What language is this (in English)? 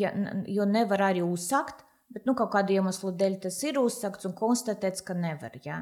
Latvian